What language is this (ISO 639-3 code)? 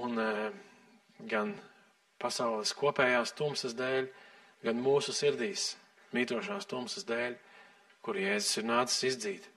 lav